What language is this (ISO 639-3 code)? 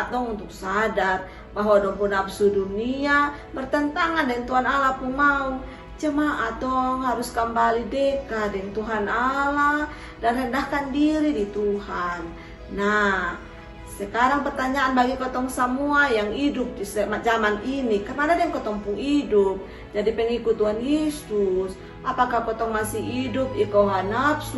mkn